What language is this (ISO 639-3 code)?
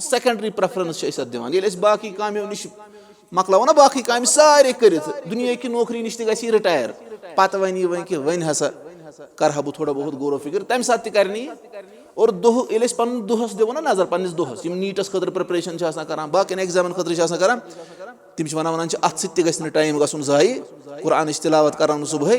kas